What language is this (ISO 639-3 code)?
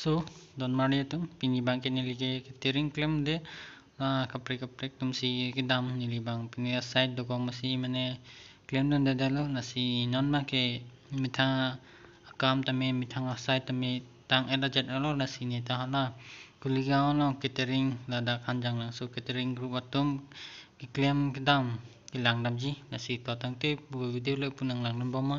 mjw